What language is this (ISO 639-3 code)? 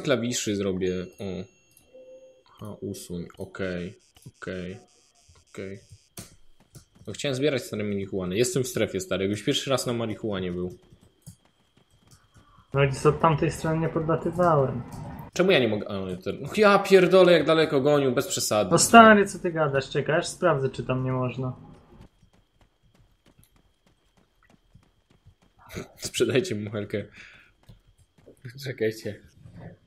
pol